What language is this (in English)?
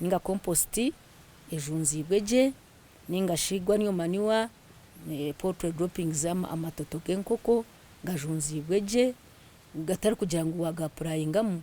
Nyankole